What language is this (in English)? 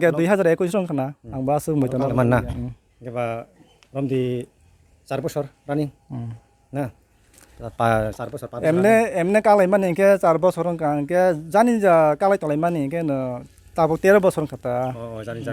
Kok Borok